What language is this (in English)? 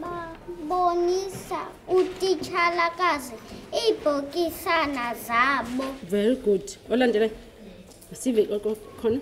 Xhosa